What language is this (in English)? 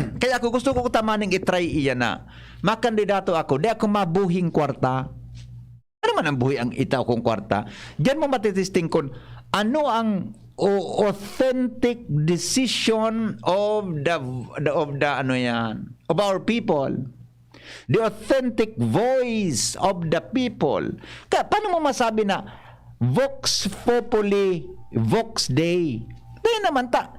Bikol